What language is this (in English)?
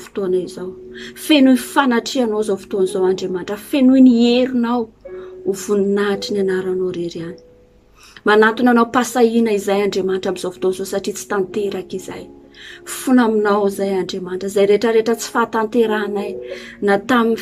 Malagasy